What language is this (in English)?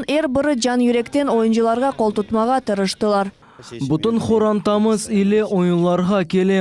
Crimean Tatar